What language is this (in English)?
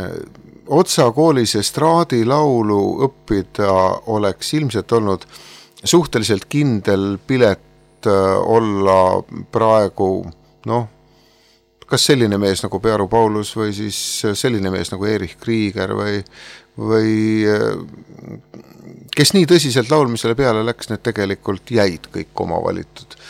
Estonian